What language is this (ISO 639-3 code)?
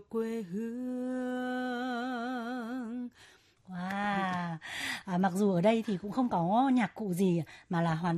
vie